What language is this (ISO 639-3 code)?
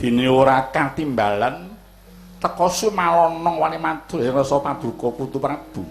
jav